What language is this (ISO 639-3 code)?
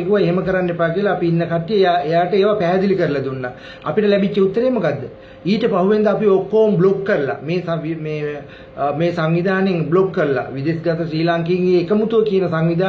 sin